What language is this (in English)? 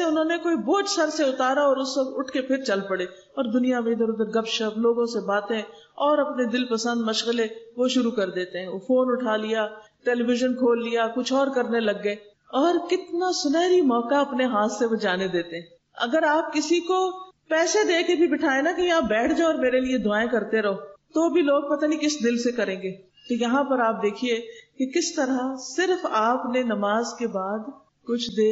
Urdu